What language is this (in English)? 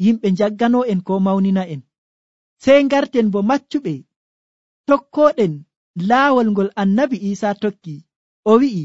Nigerian Fulfulde